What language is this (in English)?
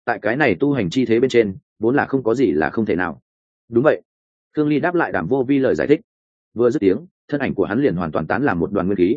Vietnamese